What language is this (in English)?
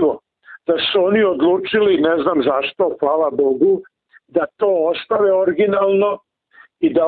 Serbian